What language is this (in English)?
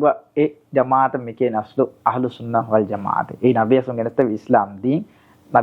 Divehi